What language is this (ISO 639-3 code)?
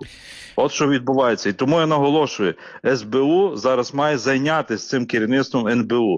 ukr